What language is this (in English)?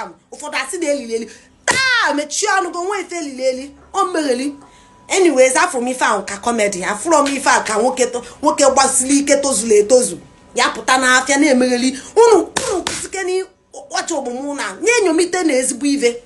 Igbo